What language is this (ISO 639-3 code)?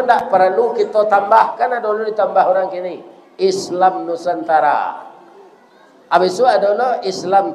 min